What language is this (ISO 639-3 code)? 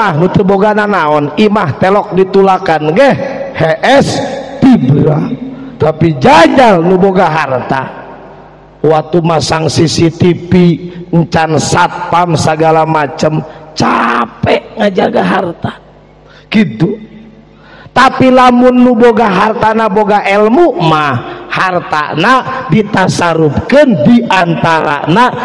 sun